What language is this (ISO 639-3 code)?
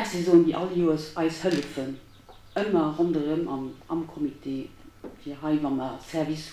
ltz